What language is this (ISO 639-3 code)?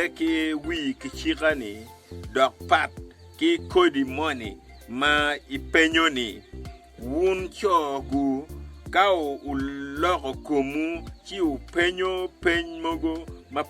ach